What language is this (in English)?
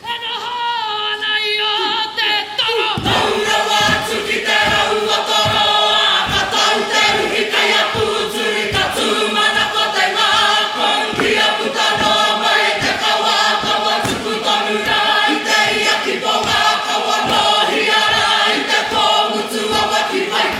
Māori